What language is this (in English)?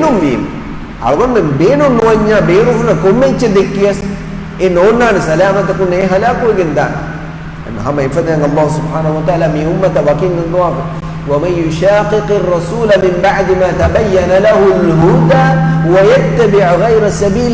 Divehi